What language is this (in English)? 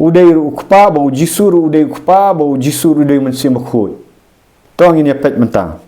Khasi